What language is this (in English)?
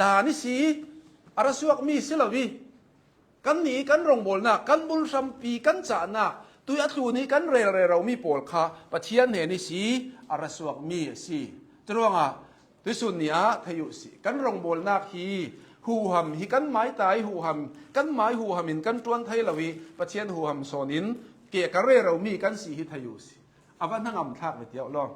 Hakha Chin